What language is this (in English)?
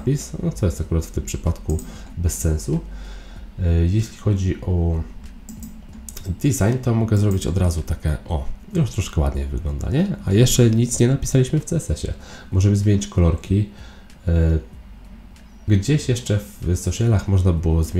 Polish